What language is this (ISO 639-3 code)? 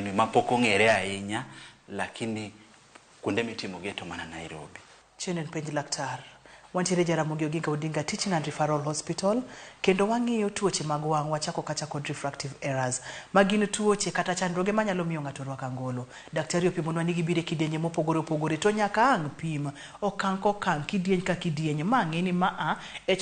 luo